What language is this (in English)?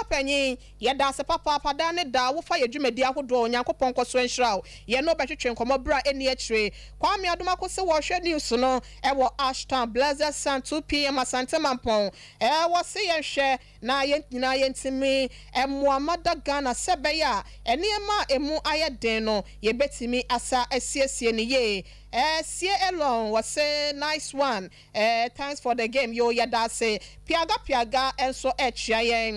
Akan